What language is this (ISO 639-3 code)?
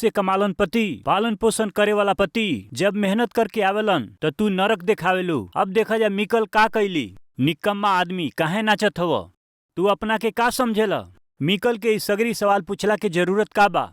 bho